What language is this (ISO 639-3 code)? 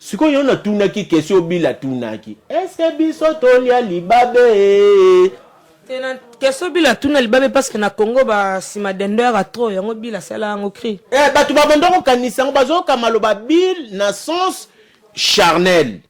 lin